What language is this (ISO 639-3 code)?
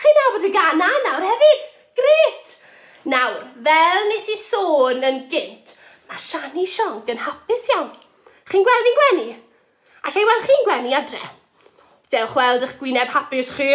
cym